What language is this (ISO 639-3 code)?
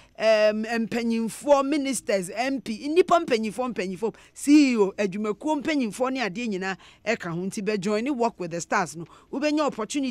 aka